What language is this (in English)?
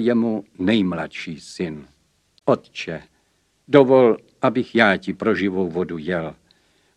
Czech